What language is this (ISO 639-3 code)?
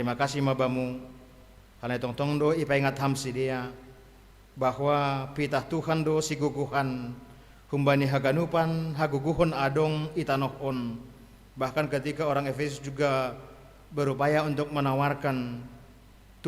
bts